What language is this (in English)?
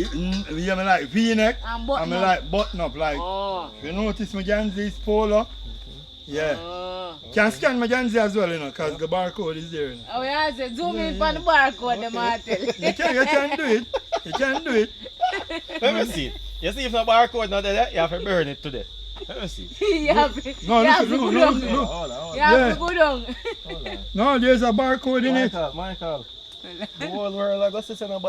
Jamaican Creole English